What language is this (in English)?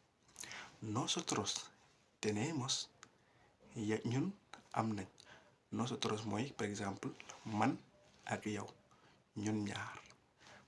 Wolof